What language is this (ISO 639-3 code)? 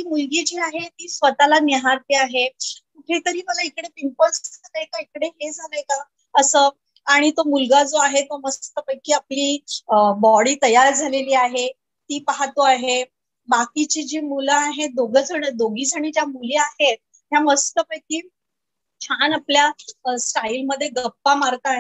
mar